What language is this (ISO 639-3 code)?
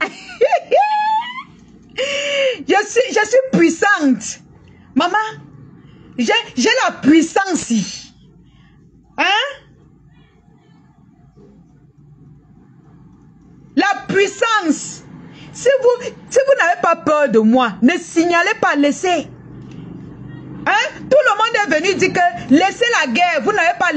fra